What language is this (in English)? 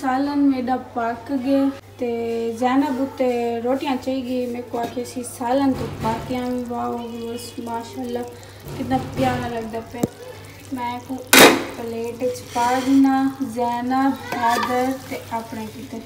Saraiki